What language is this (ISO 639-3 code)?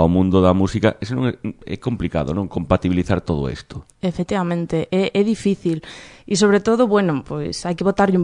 glg